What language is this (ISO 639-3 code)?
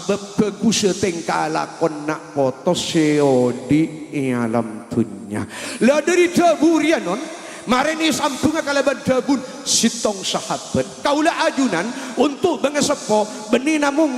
mad